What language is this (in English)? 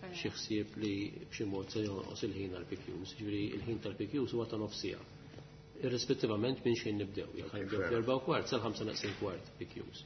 Maltese